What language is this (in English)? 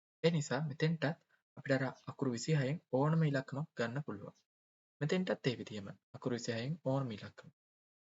Sinhala